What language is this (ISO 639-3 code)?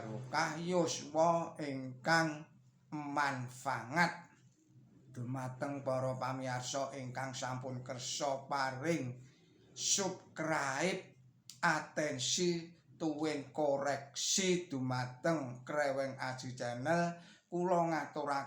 jav